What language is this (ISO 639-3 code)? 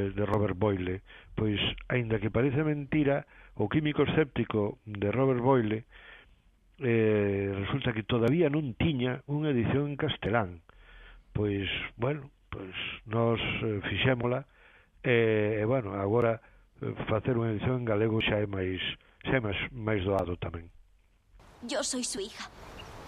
glg